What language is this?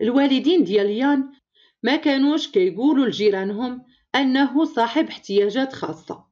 Moroccan Arabic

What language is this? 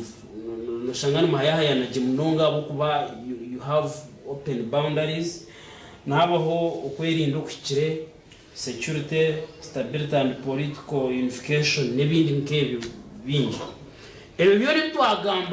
Nyankole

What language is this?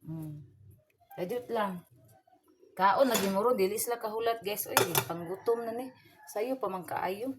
Cebuano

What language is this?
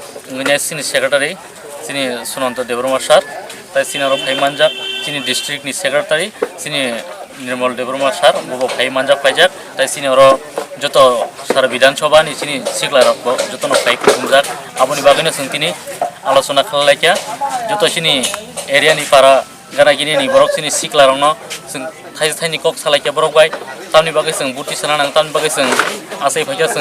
Kok Borok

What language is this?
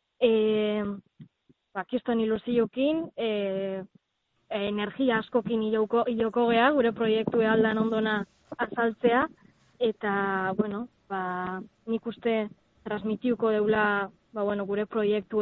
Basque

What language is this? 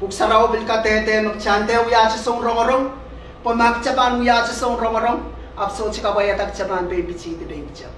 Pohnpeian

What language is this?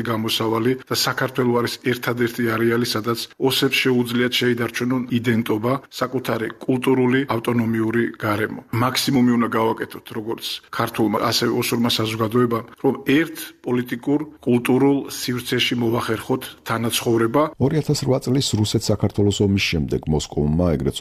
Georgian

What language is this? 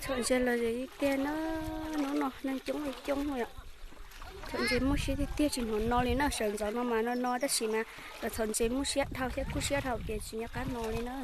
Hmong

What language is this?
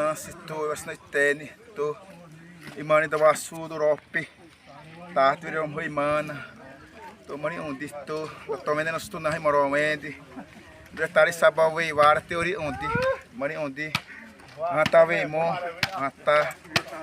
Xavánte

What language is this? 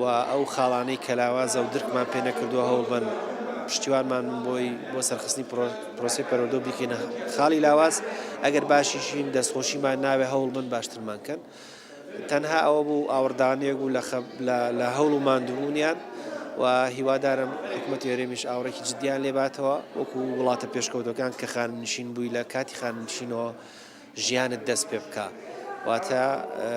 Central Kurdish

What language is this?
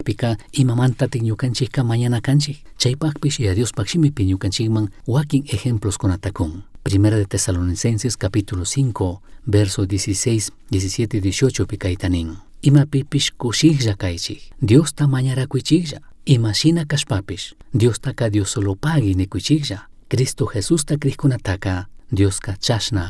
Chimborazo Highland Quichua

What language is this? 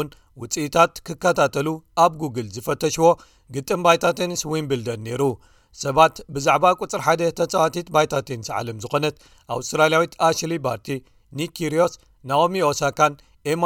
Tigrinya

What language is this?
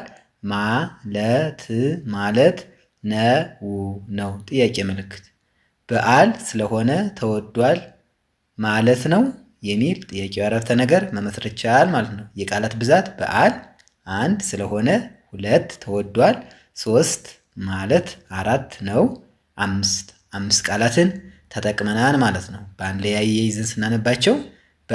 Amharic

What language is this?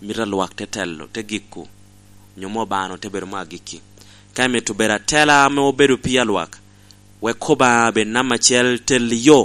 Lango (Uganda)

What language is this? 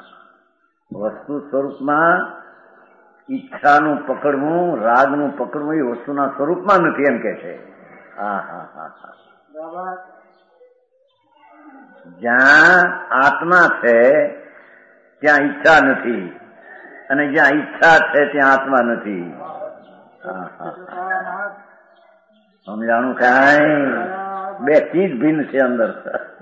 Gujarati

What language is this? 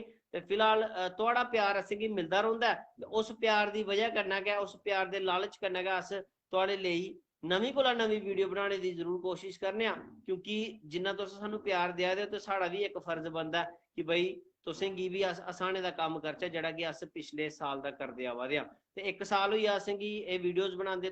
Dogri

